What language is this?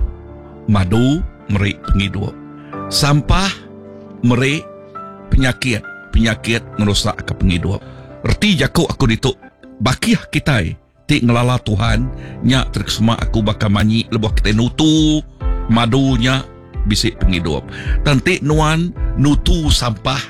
Iban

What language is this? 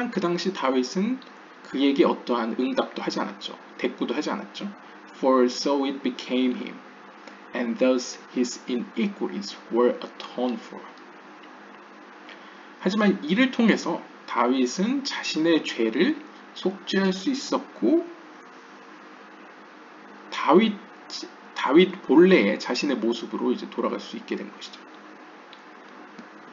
Korean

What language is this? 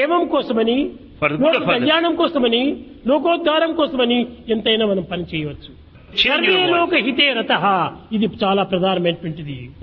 Telugu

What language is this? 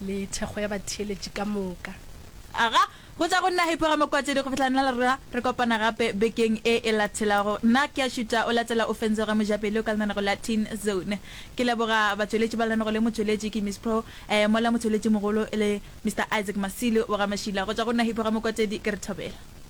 Northern Sotho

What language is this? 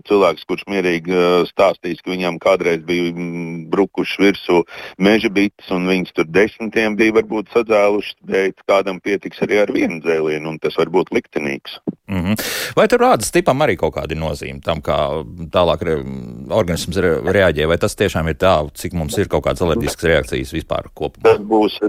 Latvian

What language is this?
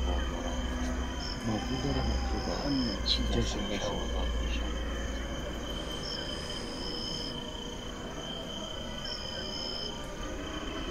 Persian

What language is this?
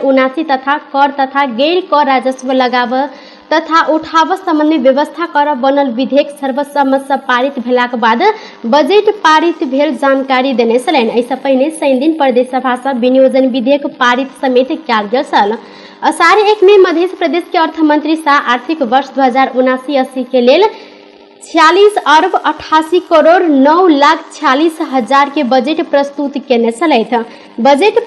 Maithili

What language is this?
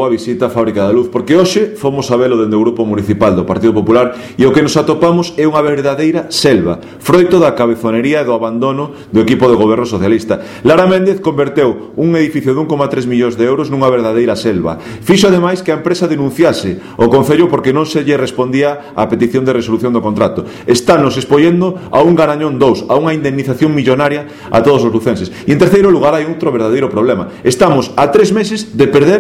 Galician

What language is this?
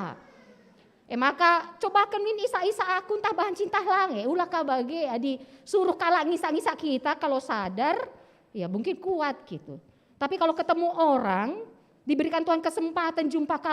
Batak Karo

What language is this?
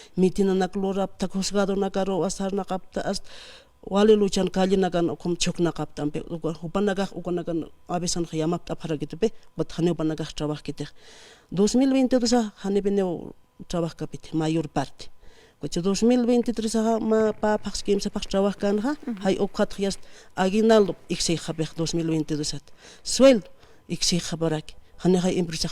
Aymara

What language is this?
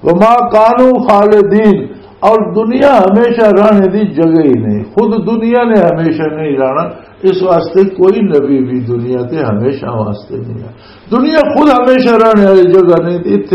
Western Panjabi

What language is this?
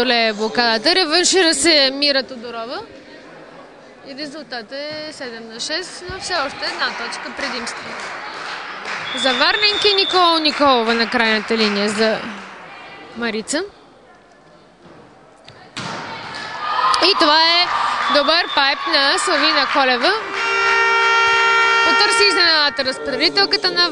Bulgarian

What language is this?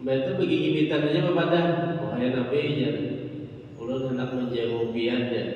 Banjar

